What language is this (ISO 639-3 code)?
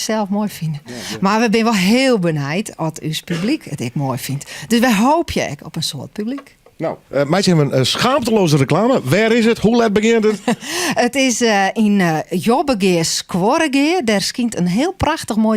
fry